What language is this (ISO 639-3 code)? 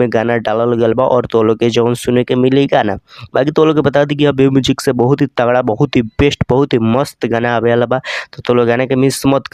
bho